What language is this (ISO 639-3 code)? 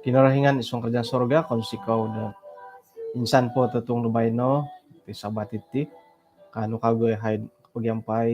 dtp